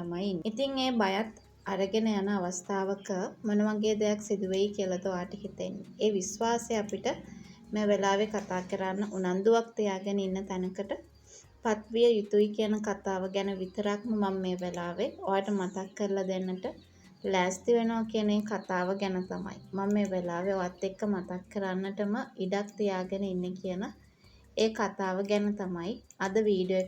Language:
Sinhala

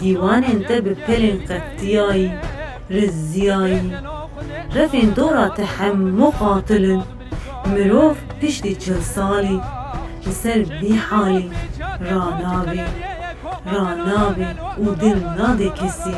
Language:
Kurdish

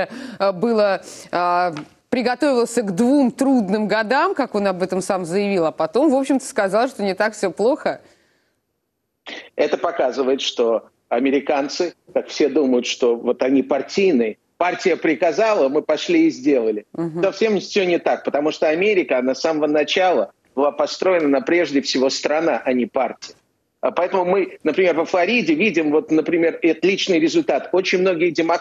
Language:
Russian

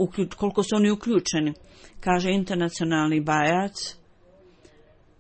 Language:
Bosnian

